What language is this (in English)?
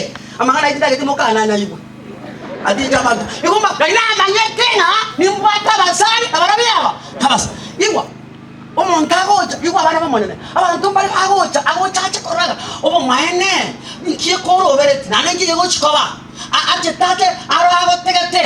Gusii